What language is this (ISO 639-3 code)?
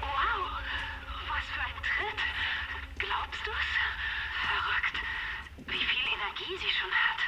gsw